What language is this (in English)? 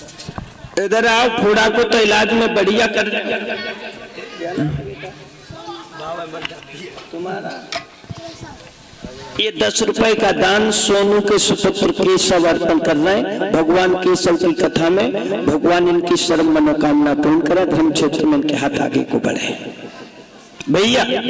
Hindi